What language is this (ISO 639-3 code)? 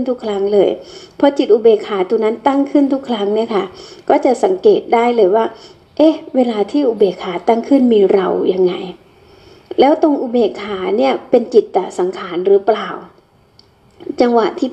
tha